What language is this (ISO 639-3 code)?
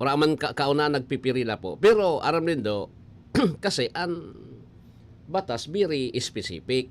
bik